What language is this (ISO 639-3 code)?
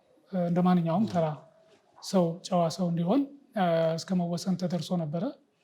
amh